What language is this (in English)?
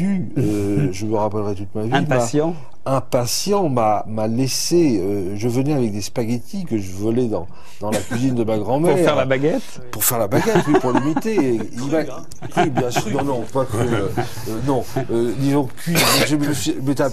French